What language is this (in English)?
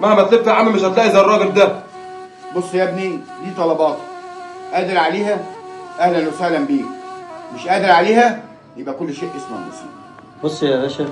Egyptian Arabic